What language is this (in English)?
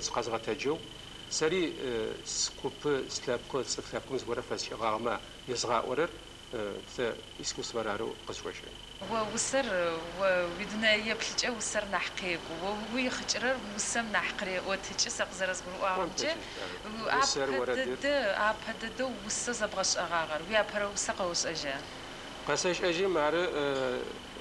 Adyghe